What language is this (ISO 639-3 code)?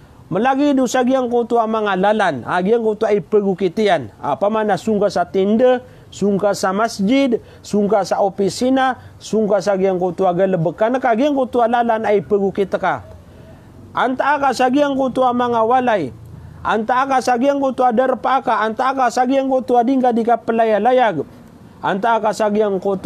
mrw